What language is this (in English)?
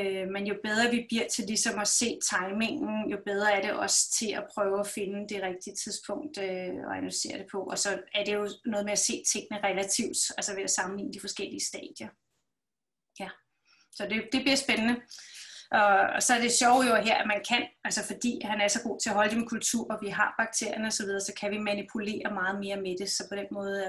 Danish